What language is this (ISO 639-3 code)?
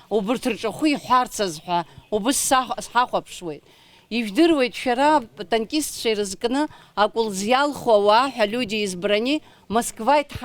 abk